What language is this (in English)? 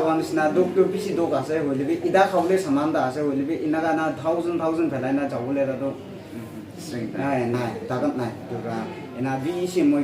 Naga Pidgin